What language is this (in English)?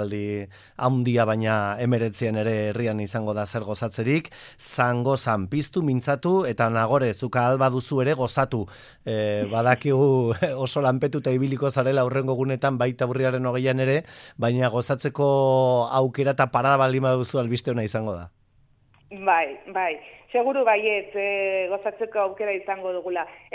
Basque